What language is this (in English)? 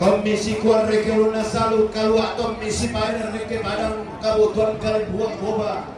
Toraja-Sa'dan